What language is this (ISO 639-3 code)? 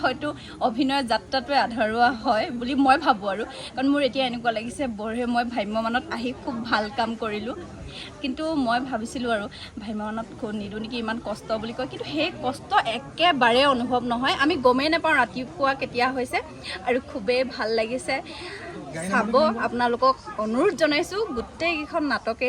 asm